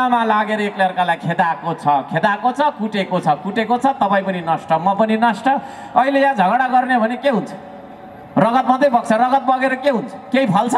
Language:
Nepali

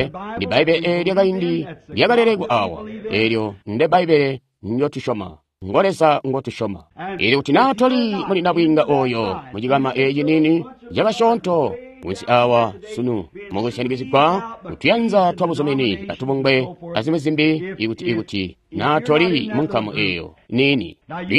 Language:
Tonga (Zambia)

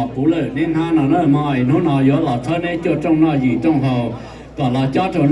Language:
Hmong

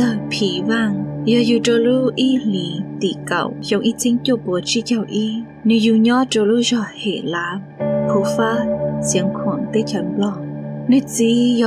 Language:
Hmong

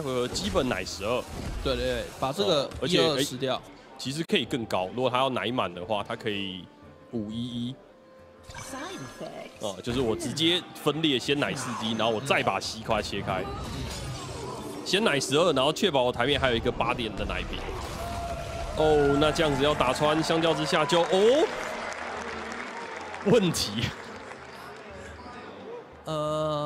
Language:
Chinese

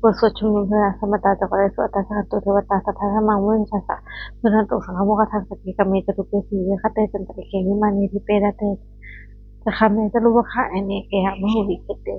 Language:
Pali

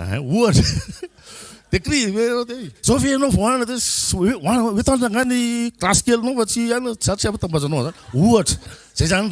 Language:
Malagasy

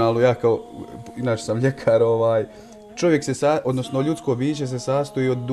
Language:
Bosnian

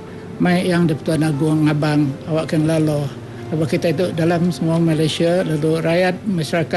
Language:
Iban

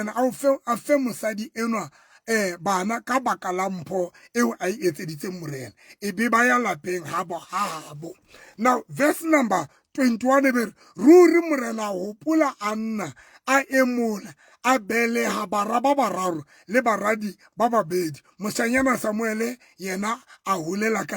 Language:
Southern Sotho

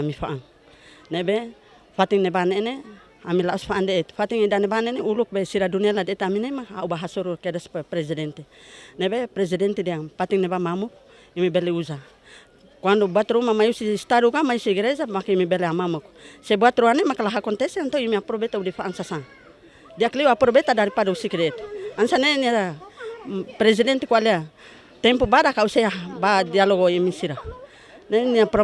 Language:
Tetum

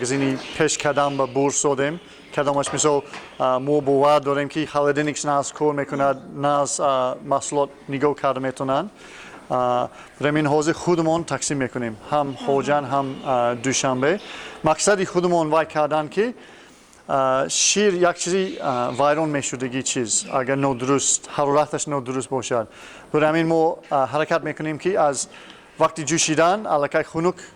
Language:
Tajik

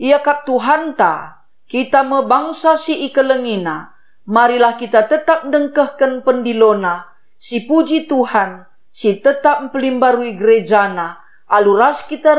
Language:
Batak Karo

